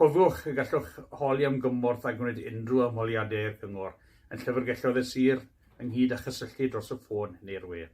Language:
Welsh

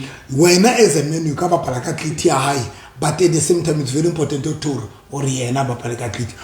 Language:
Southern Sotho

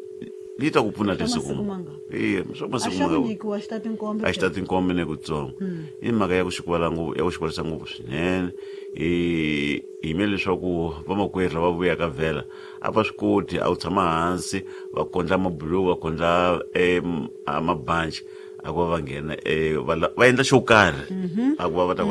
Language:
Tsonga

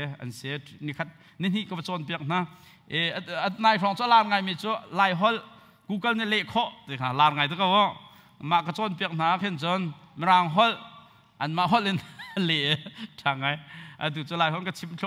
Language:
Hakha Chin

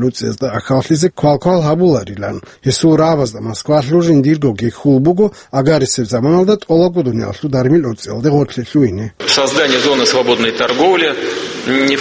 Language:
Avaric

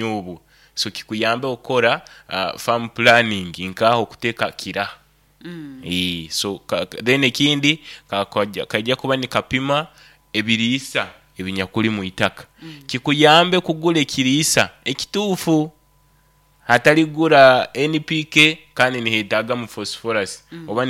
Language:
Nyoro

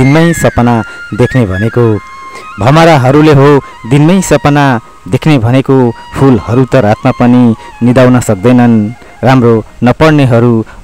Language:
Nepali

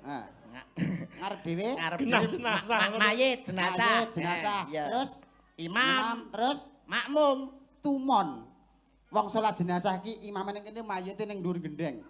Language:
Javanese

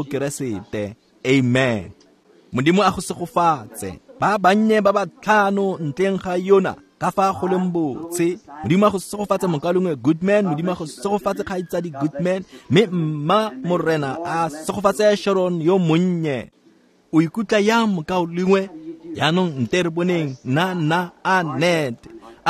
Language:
Tswana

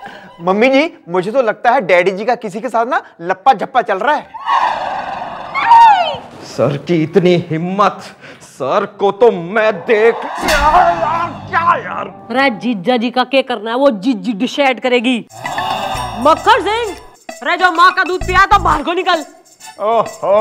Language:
Hindi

